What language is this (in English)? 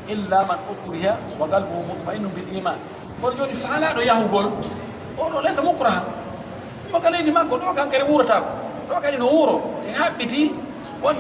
Pular